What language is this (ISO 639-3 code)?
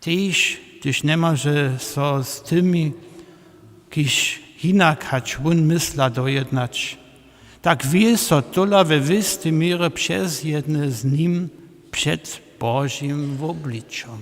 hsb